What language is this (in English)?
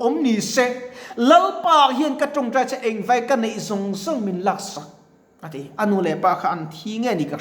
Mizo